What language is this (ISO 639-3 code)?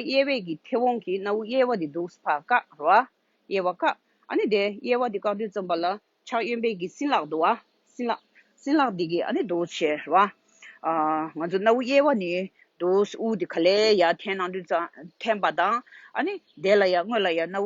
bod